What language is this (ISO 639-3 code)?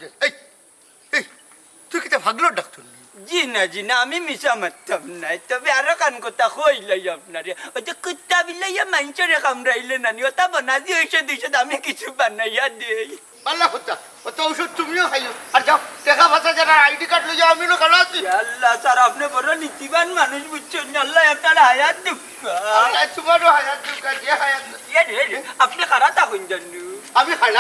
syl